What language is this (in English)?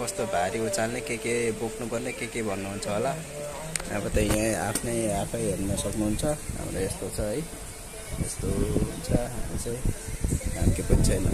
Nepali